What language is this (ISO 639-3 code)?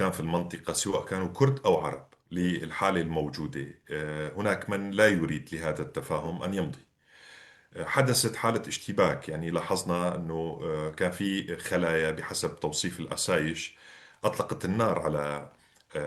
apc